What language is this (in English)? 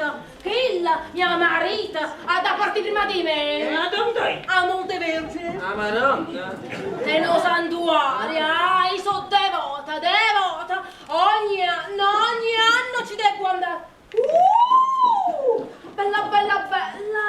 Neapolitan